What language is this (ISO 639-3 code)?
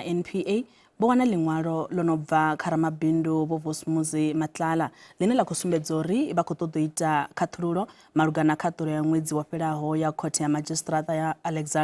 ven